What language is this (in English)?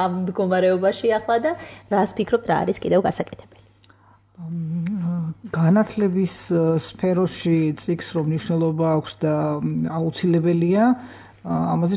Georgian